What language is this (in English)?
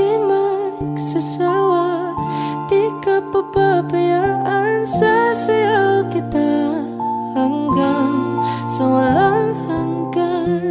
Filipino